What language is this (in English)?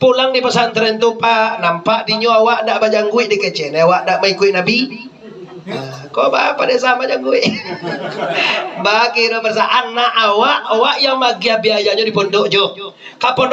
Minangkabau